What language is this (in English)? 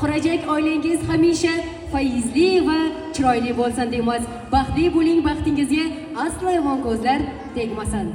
Uzbek